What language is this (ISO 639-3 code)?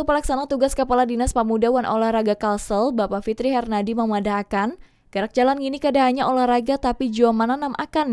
bjn